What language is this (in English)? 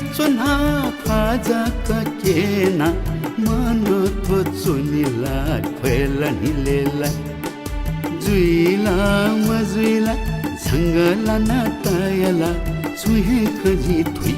Newari